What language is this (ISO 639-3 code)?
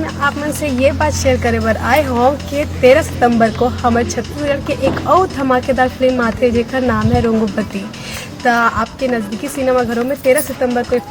hne